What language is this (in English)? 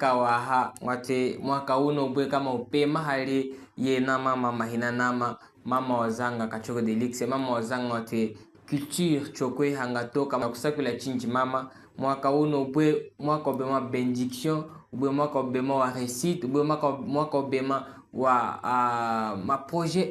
Chokwe